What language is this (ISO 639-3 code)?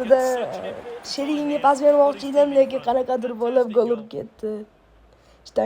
uzb